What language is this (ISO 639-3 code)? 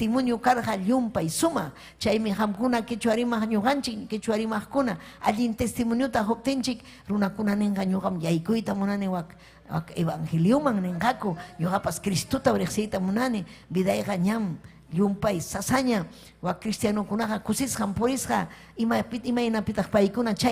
quy